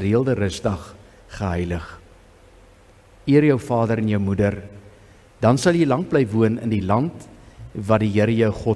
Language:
Afrikaans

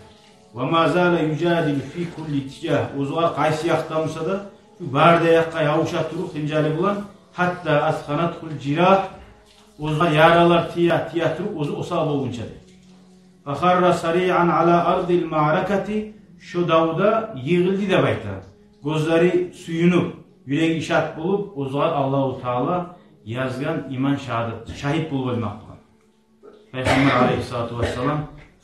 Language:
Kumyk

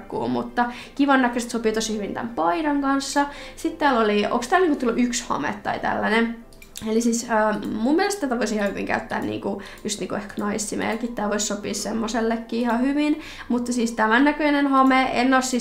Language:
Finnish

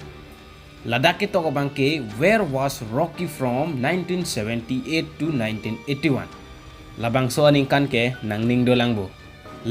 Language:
Karbi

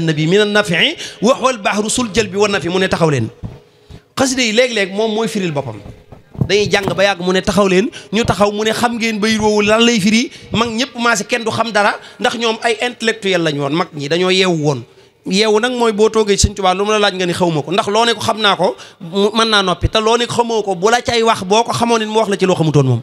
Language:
Wolof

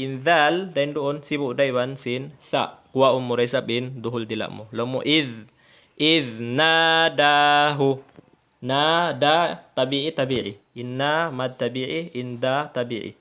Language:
Tausug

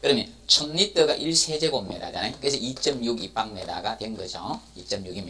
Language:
Korean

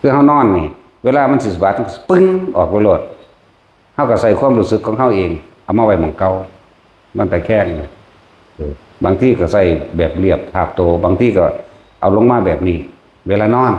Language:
Northeastern Thai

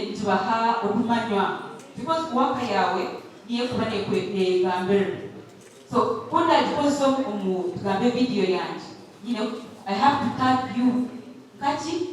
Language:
Nyankole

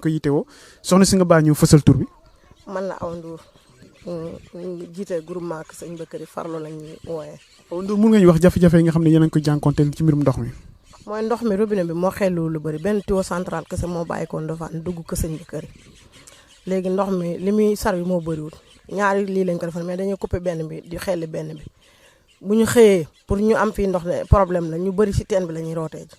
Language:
Wolof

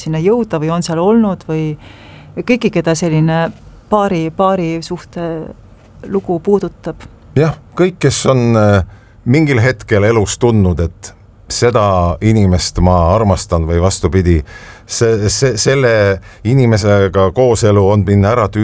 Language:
Estonian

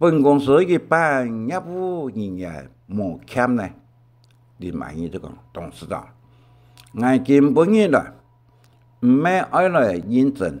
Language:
Hakka Chinese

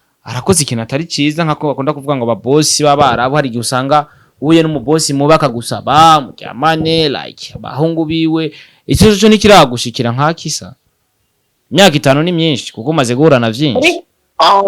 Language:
Rundi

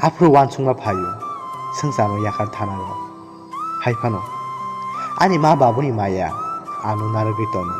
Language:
Kok Borok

